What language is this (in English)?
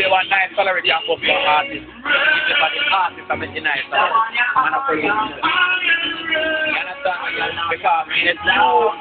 Jamaican Creole English